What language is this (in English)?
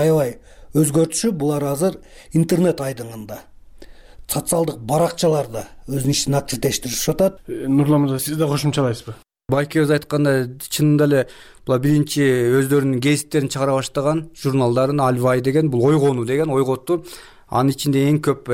Kyrgyz